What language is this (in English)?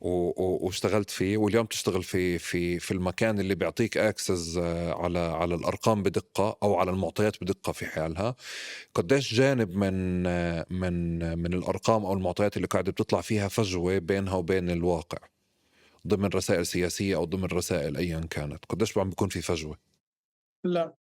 North Levantine Arabic